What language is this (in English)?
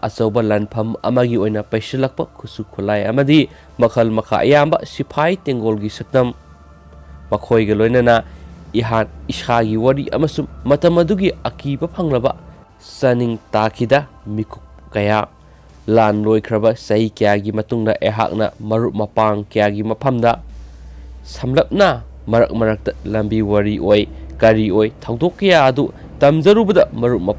Manipuri